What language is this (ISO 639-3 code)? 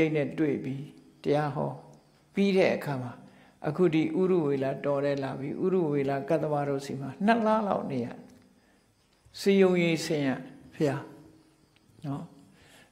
mya